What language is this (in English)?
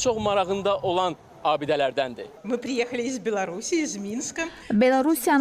Azerbaijani